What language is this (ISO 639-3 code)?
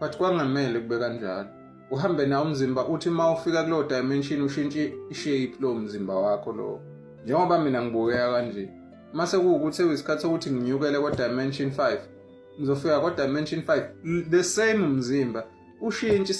zul